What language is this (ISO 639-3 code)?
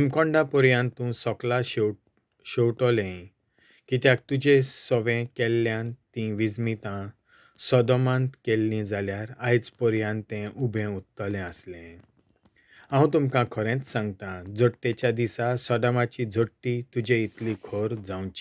kok